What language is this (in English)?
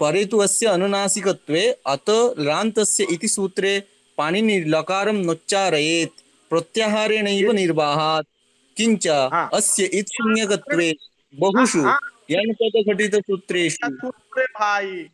Sanskrit